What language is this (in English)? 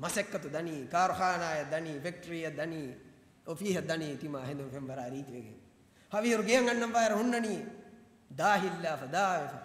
Divehi